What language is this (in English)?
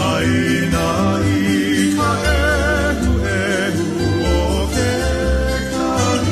Hawaiian